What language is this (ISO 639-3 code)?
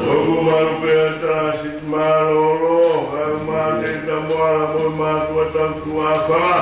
ton